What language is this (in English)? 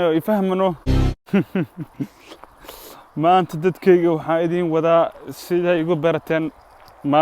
Somali